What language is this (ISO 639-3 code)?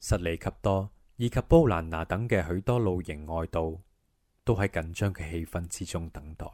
yue